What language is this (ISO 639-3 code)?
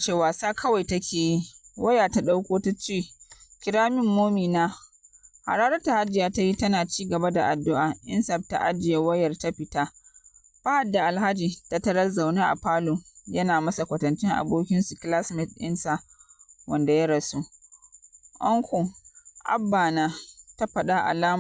hau